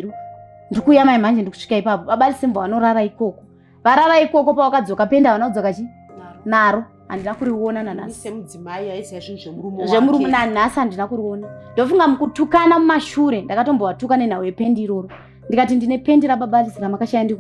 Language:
Shona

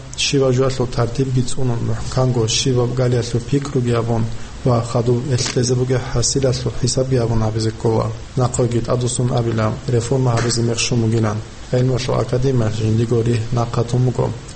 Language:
Avaric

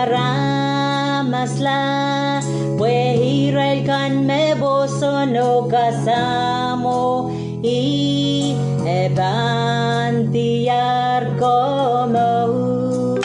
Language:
Pohnpeian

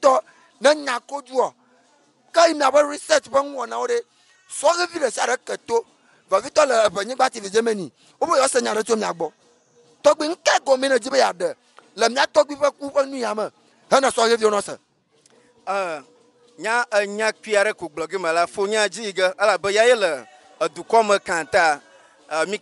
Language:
Ewe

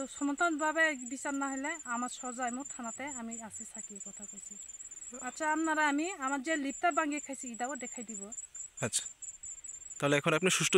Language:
Kok Borok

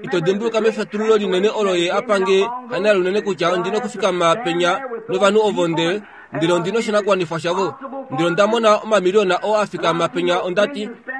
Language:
Kuanyama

